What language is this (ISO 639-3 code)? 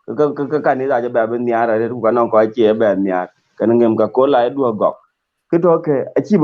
din